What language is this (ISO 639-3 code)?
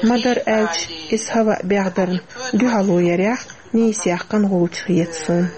che